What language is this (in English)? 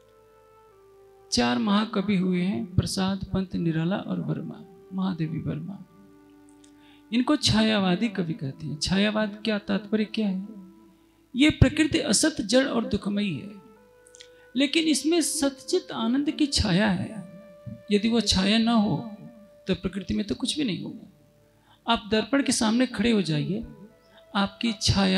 Hindi